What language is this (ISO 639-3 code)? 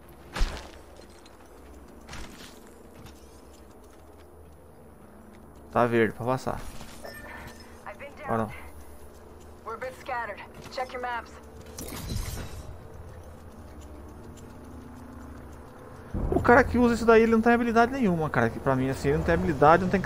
por